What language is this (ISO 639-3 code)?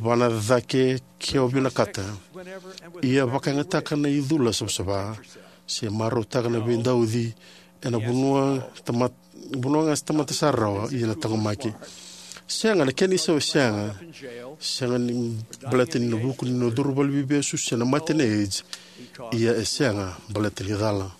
fij